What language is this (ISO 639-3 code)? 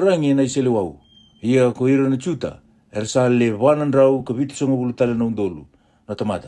fij